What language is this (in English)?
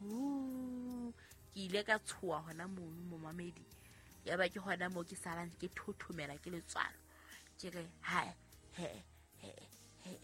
Southern Sotho